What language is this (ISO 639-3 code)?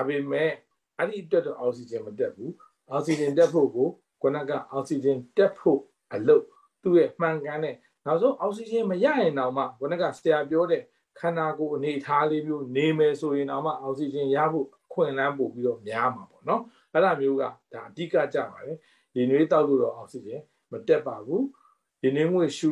mya